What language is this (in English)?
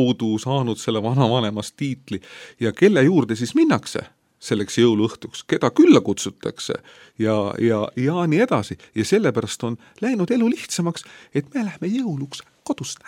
Estonian